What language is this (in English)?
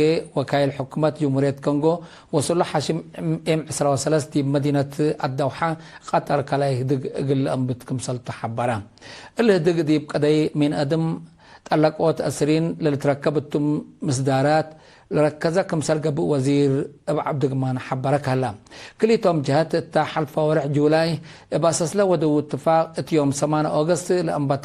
Tigre